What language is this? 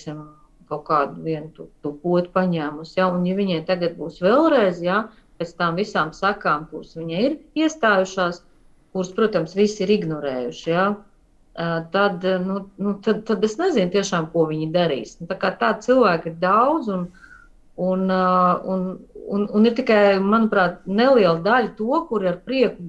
Latvian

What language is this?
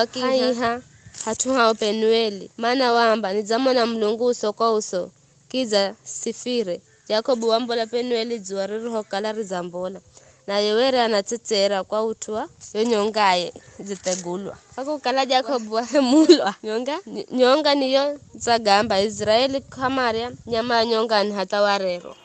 Giryama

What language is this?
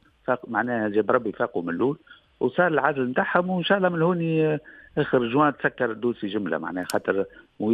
Tunisian Arabic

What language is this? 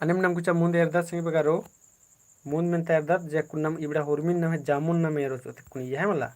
Kurukh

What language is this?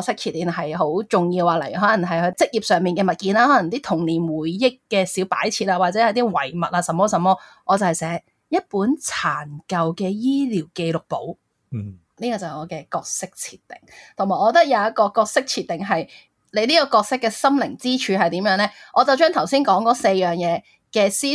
Cantonese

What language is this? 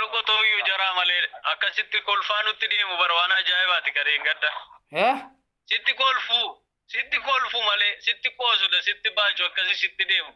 Oromo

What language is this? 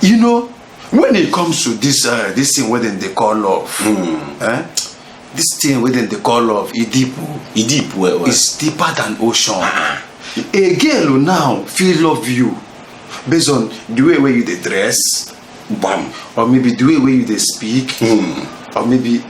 Nigerian Pidgin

